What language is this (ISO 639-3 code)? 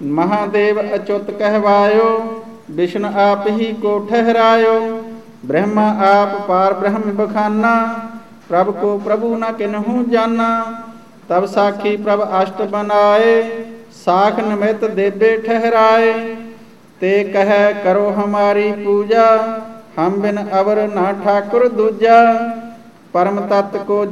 pan